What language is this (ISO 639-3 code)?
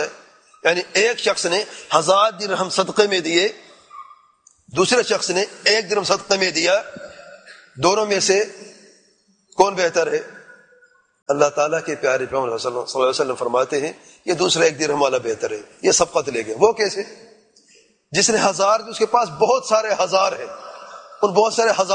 urd